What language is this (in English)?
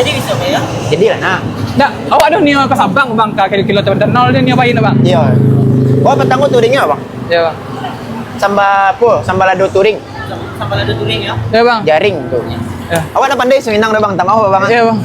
Minangkabau